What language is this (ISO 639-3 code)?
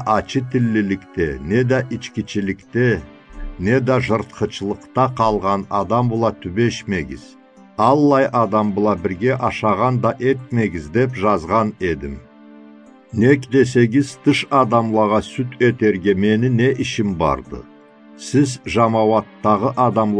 krc